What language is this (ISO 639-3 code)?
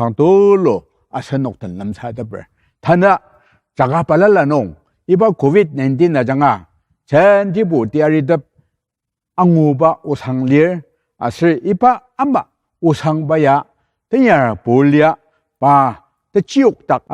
njo